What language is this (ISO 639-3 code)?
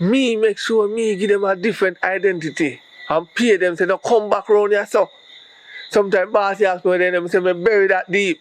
jam